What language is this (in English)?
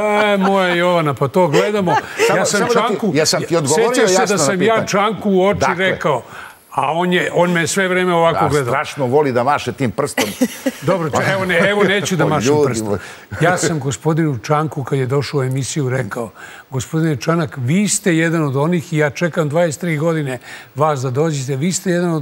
Serbian